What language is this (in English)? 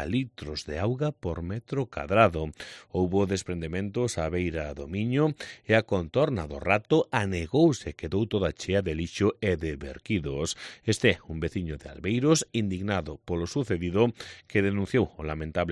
Galician